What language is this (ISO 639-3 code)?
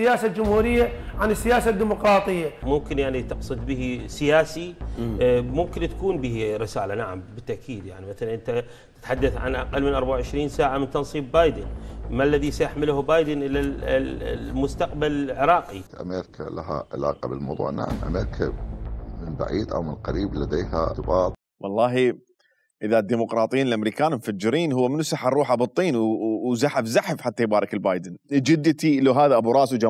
acm